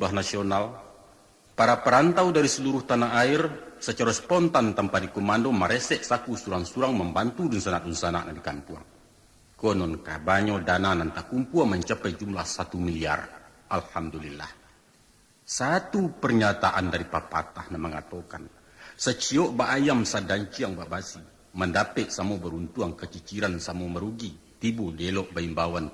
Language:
Minangkabau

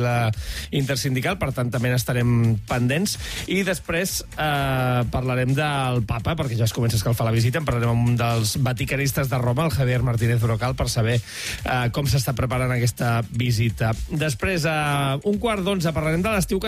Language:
Catalan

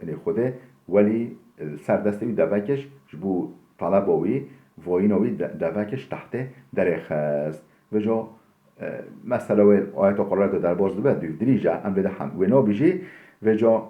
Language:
Kurdish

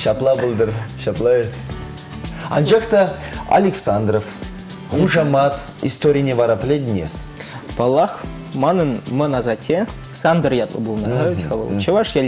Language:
Chuvash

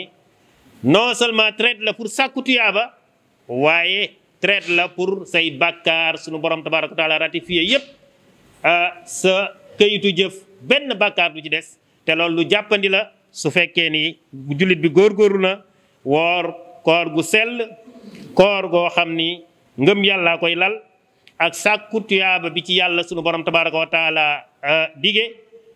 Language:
Wolof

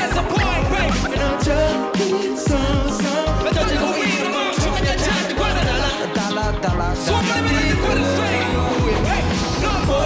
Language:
Korean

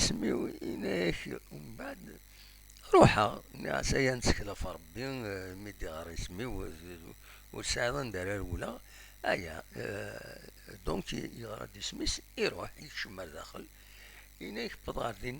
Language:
Kabyle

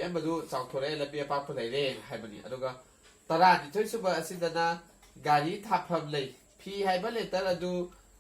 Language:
Manipuri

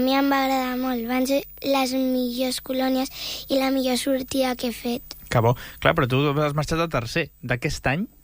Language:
Catalan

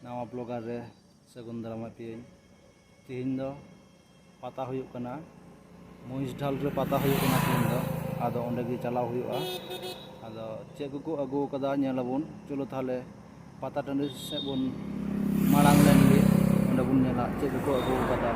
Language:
Santali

